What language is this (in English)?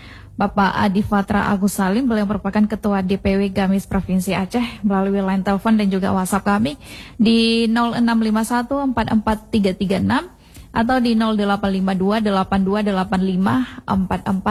Indonesian